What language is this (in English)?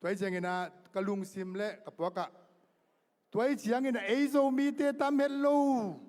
Tedim Chin